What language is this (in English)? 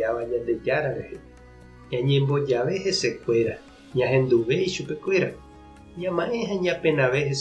Guarani